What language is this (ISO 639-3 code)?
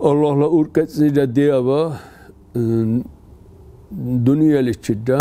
dar